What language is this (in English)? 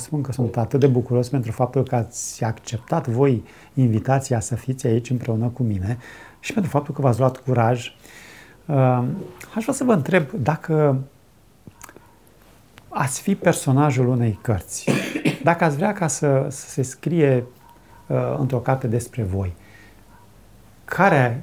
Romanian